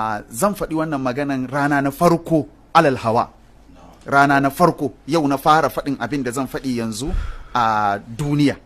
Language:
Hausa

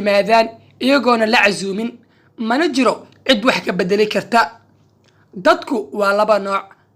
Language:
Somali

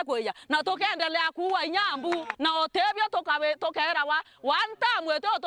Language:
Meru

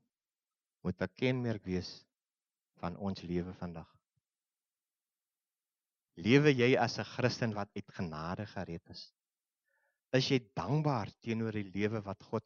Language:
Afrikaans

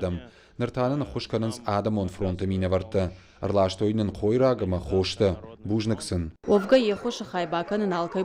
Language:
Ossetic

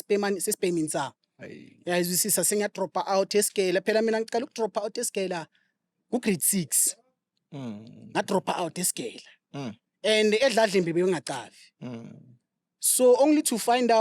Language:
Zulu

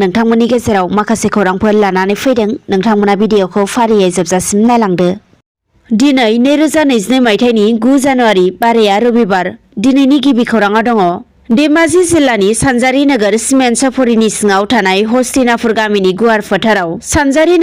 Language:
Bodo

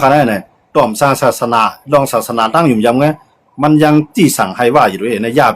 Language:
Shan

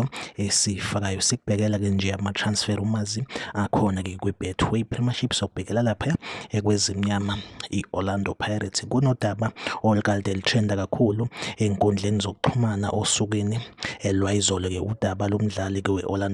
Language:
Zulu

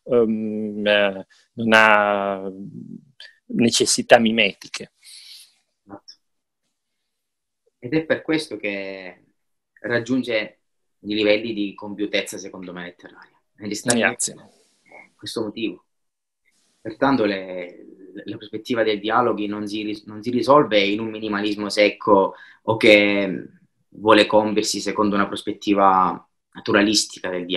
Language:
Italian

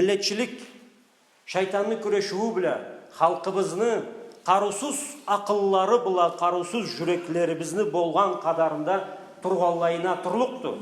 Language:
Karachay-Balkar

